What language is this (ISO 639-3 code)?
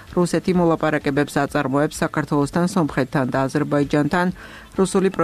kat